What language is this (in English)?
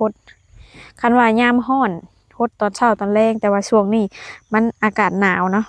Lao